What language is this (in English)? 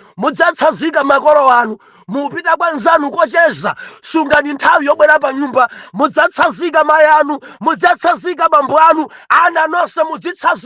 Nyanja